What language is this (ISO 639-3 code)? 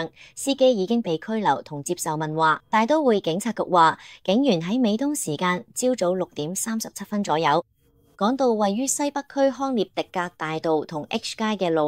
yue